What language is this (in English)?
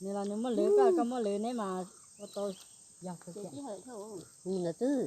Hmong